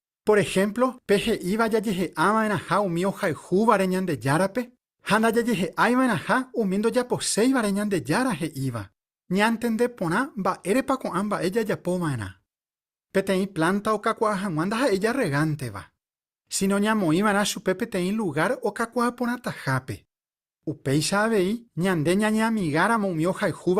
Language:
Guarani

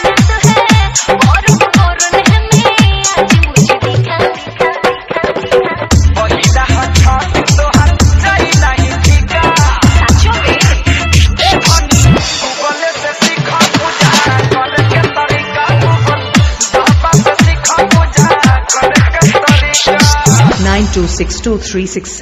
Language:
Bhojpuri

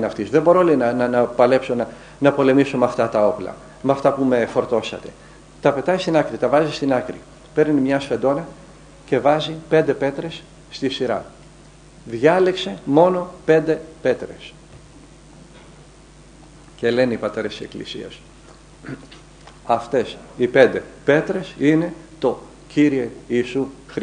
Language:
Greek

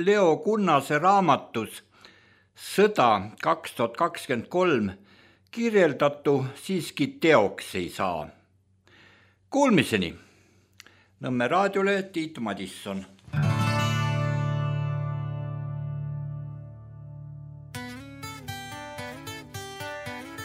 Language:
Estonian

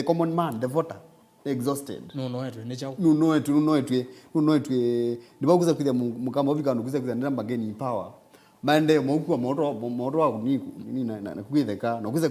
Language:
Kamba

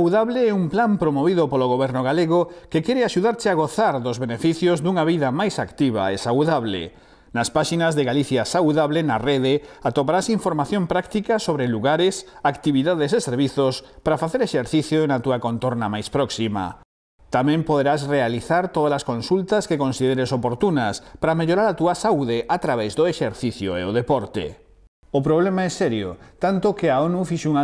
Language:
Galician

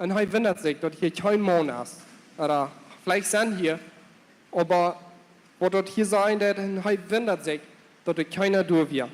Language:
Plautdietsch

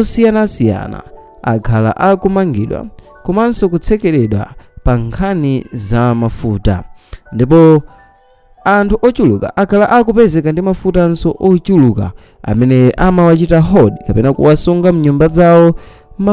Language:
Nyanja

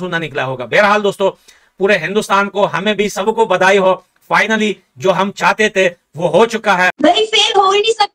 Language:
Hindi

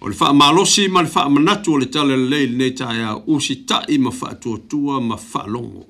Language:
Samoan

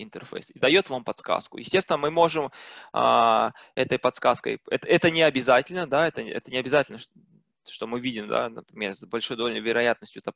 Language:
Russian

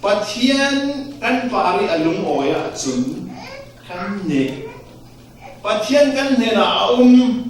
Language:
Falam Chin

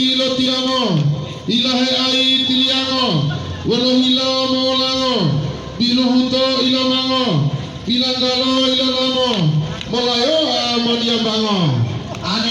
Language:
Gorontalo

